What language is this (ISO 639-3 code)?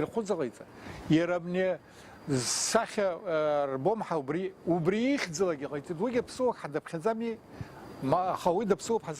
abk